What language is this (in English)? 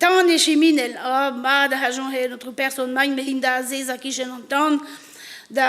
Breton